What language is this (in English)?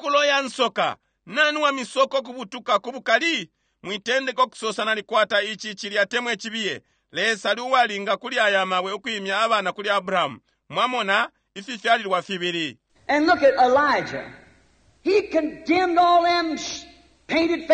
Bemba